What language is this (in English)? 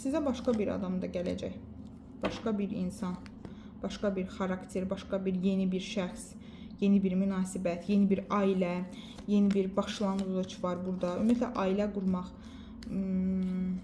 Azerbaijani